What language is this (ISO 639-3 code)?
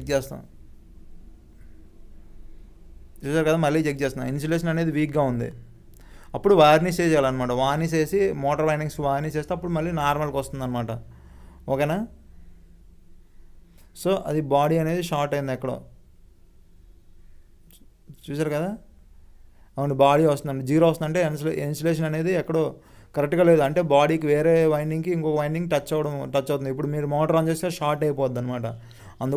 tel